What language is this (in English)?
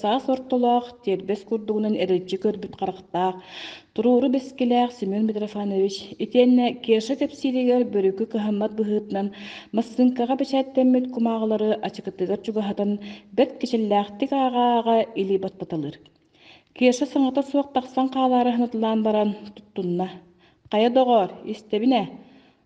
Yakut